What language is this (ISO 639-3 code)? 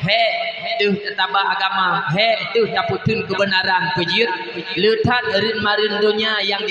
ace